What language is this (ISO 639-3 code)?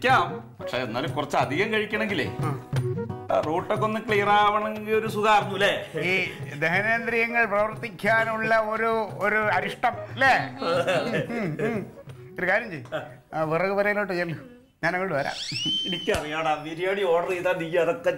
mal